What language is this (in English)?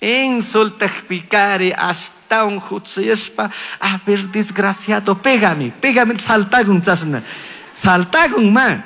Chimborazo Highland Quichua